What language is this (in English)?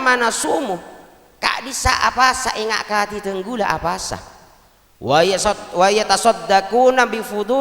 Madurese